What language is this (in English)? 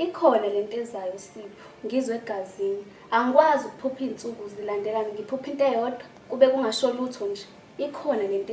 Zulu